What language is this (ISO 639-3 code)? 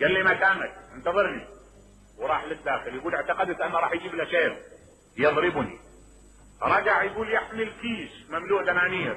acm